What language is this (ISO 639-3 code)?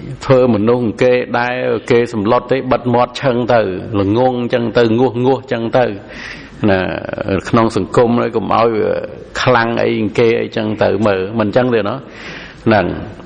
khm